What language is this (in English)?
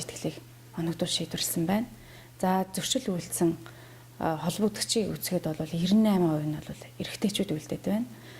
Mongolian